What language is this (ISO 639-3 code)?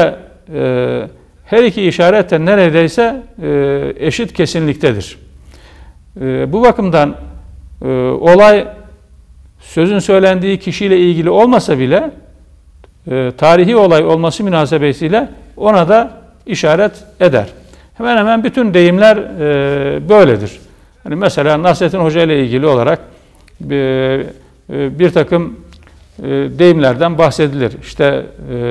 tur